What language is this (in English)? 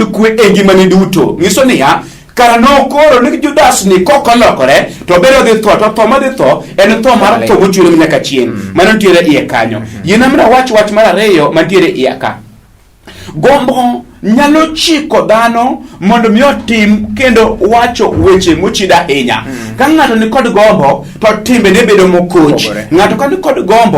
Luo (Kenya and Tanzania)